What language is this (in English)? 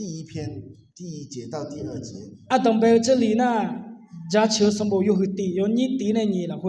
Akha